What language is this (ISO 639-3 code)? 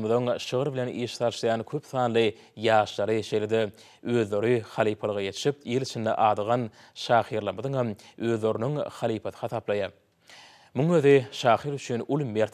tuk